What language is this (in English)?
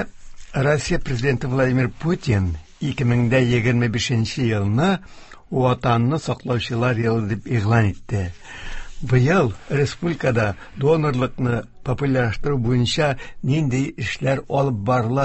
Tatar